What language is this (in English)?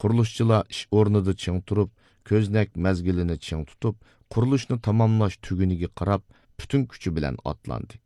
Uyghur